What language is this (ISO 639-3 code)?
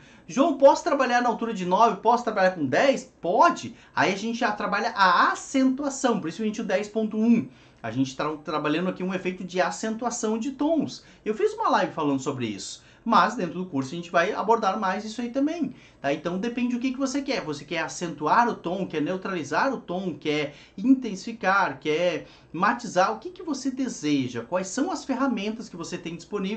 por